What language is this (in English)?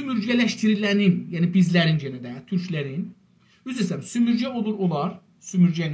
South Azerbaijani